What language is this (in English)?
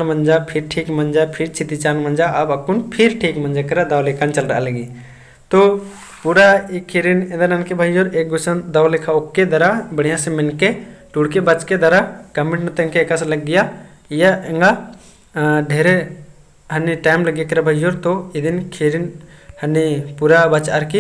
Kurukh